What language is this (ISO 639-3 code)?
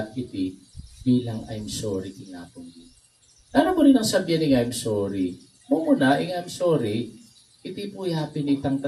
pam